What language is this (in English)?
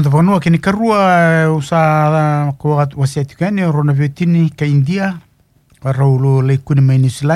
Fijian